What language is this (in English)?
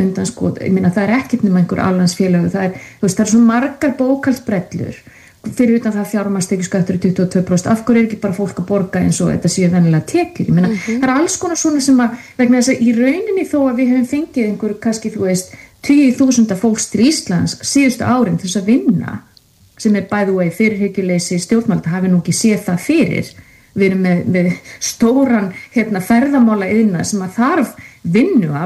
Icelandic